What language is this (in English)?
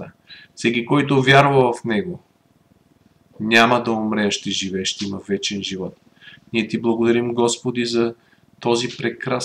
Bulgarian